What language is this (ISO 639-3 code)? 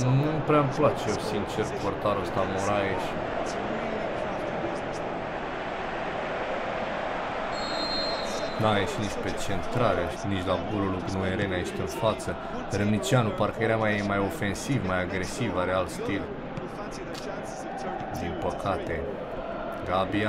ron